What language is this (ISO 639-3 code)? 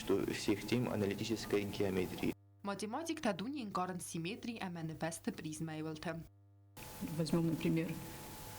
oss